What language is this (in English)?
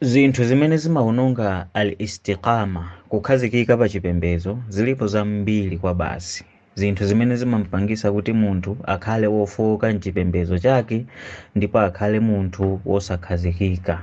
Nyanja